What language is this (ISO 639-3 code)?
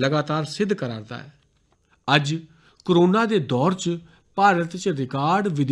doi